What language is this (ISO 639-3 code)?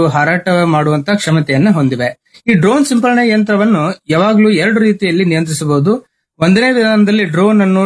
kan